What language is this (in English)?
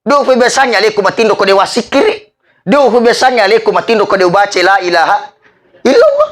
Buginese